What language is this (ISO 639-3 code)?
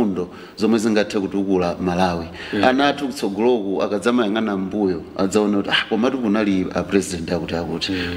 nya